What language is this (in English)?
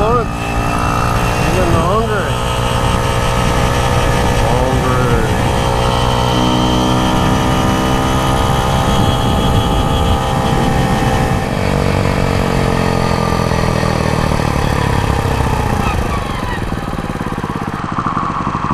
English